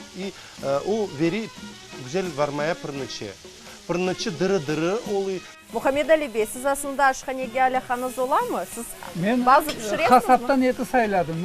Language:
Crimean Tatar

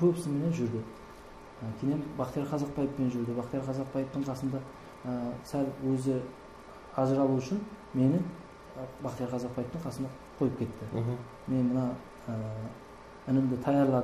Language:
Kara-Kalpak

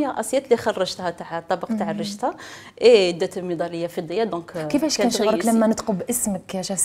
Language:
Algerian Arabic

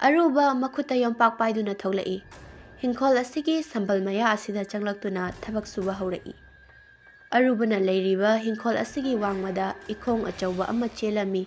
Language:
Manipuri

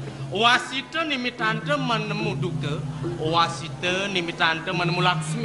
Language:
Balinese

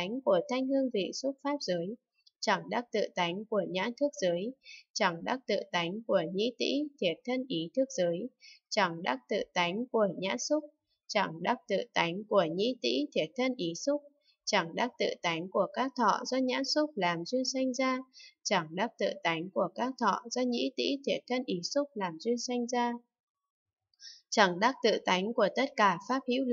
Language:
Vietnamese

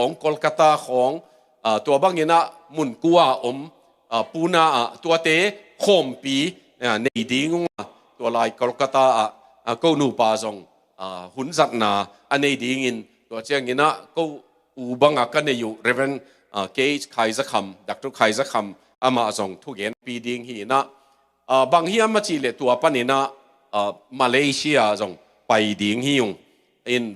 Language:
Tedim Chin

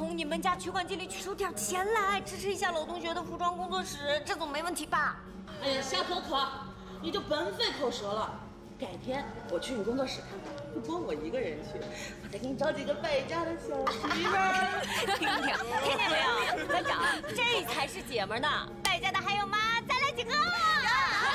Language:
Chinese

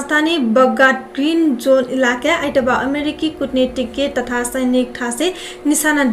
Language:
Newari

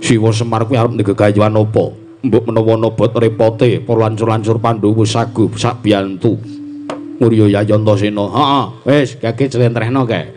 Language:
Javanese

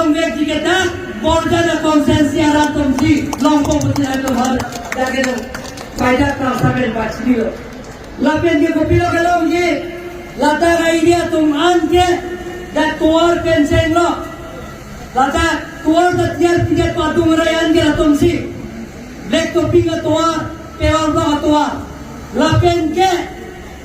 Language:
Karbi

